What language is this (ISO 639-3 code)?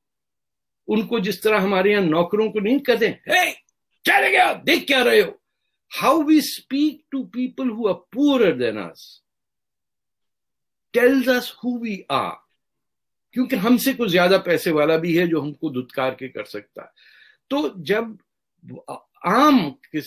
urd